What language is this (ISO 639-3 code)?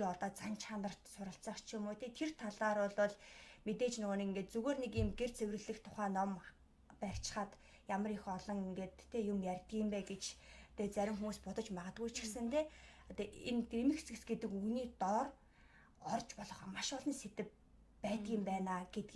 mon